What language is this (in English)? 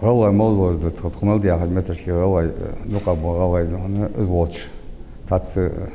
Ingush